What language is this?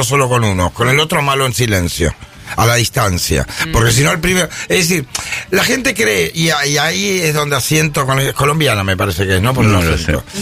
Spanish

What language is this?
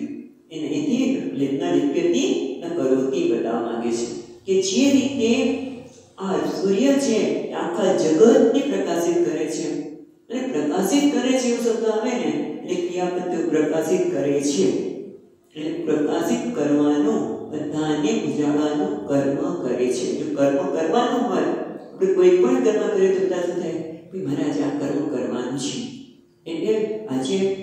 Gujarati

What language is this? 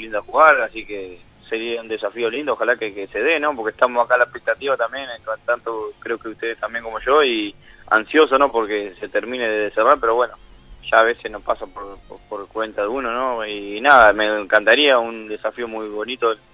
Spanish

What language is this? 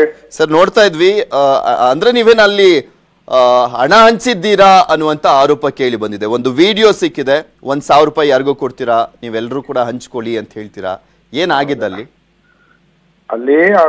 Kannada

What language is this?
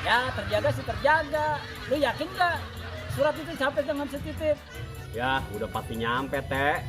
Betawi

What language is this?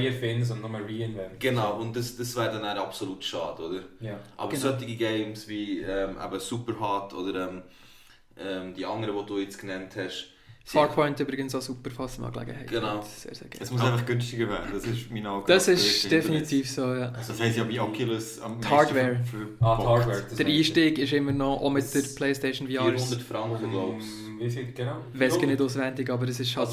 Swiss German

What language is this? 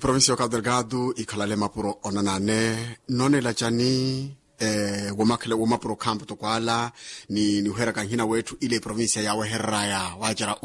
Makhuwa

